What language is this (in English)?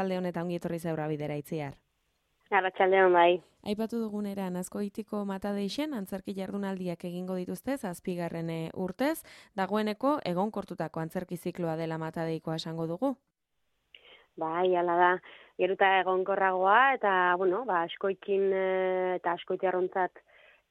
Basque